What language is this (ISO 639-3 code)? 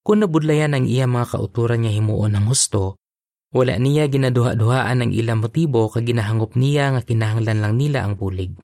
hil